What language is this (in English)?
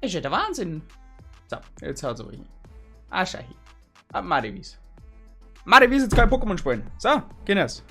Bavarian